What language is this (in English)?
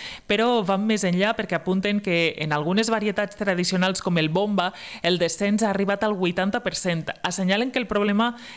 Catalan